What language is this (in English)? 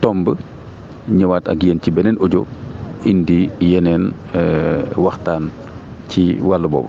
Wolof